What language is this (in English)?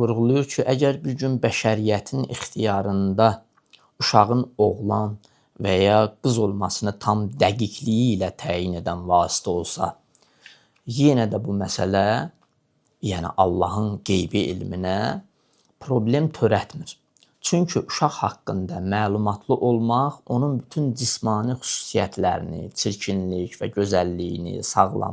Azerbaijani